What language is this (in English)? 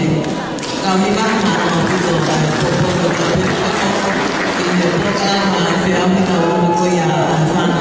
Tongan